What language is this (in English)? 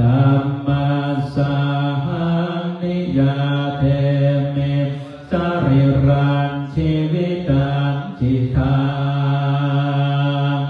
Pali